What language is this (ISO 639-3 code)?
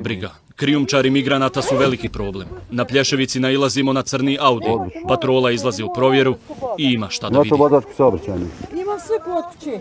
bos